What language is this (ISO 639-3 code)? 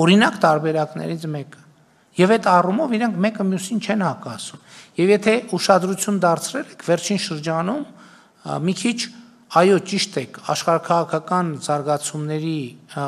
hye